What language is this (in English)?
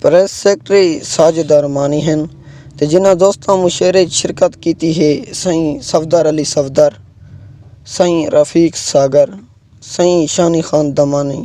Saraiki